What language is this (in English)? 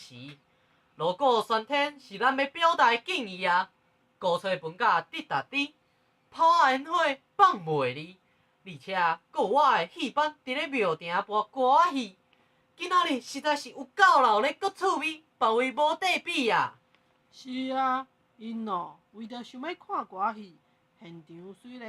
Min Nan Chinese